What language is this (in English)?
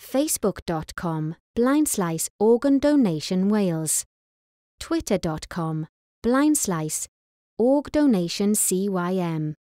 Welsh